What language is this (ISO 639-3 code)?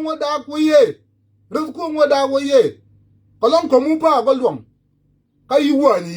nus